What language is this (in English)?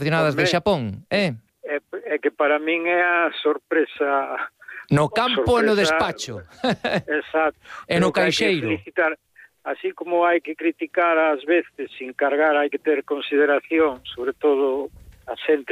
Galician